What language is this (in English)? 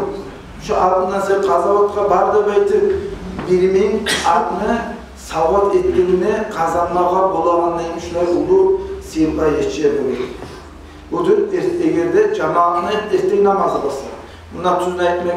Kumyk